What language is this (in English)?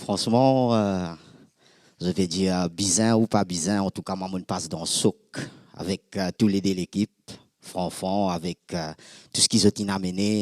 Morisyen